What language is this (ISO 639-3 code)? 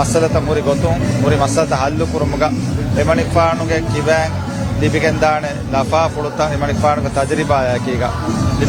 div